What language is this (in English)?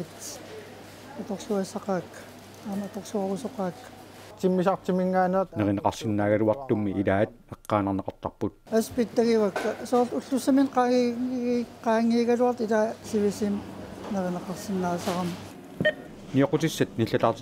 Kalaallisut